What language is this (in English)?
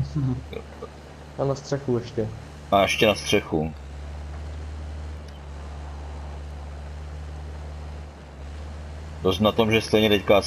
Czech